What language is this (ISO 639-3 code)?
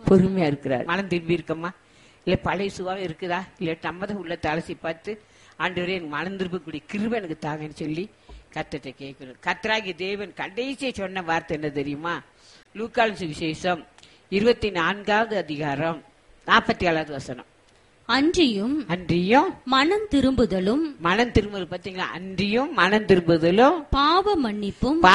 tam